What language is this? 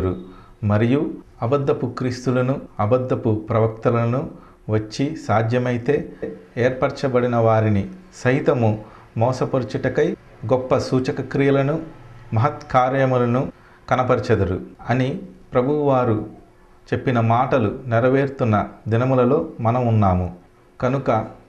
Telugu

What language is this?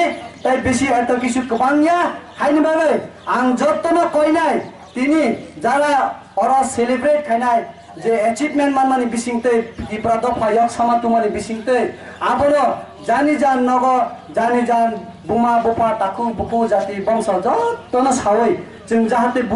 Kok Borok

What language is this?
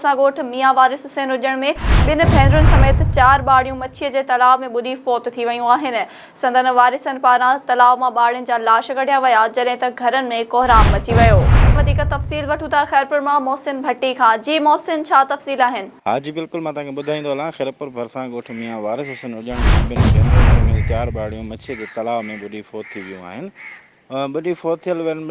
Sindhi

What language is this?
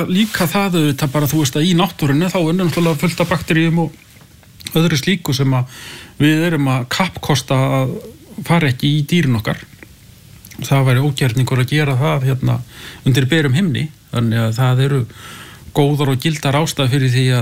Icelandic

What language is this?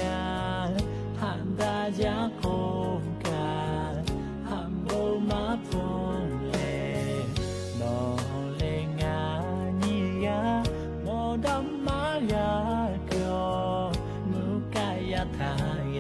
Lahu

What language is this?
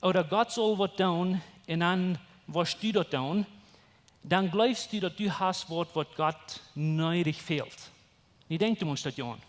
Plautdietsch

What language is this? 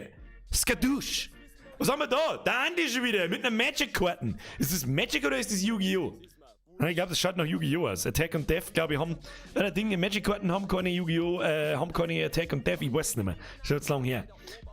Bavarian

